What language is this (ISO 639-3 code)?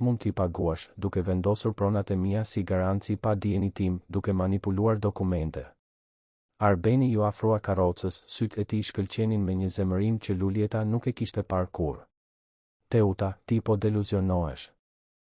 sqi